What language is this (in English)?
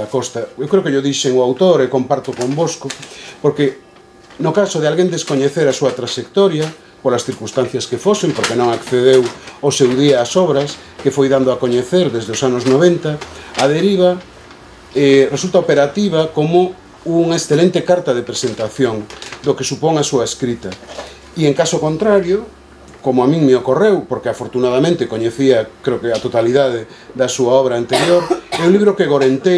Galician